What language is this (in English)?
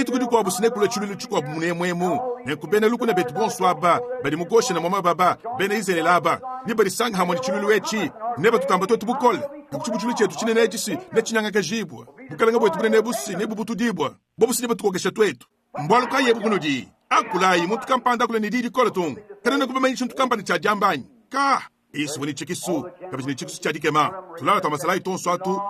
Luba-Lulua